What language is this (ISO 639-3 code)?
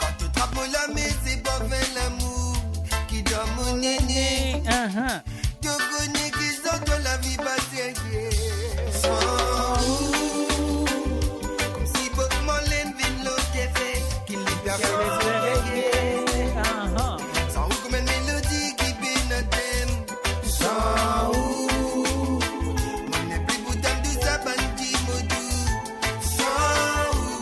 mfe